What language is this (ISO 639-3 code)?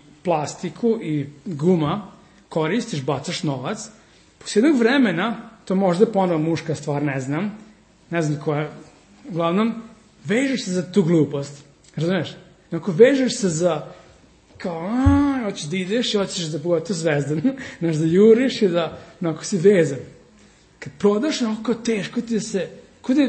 srp